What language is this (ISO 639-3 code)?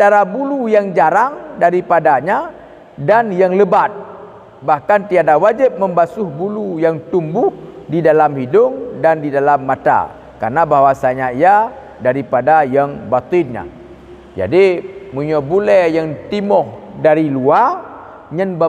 ace